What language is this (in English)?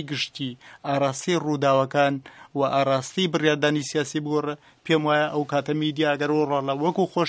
Central Kurdish